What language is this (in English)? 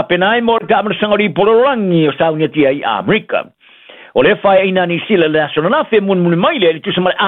Samoan